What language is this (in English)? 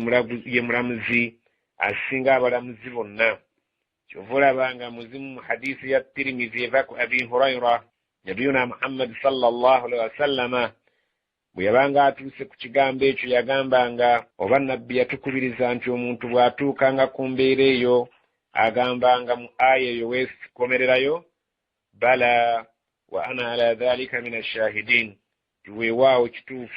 Ganda